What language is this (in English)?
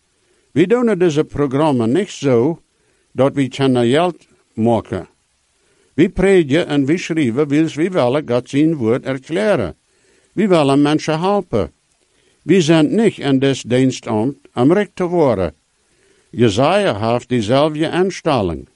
Dutch